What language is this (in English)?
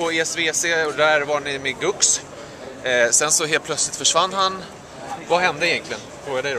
Swedish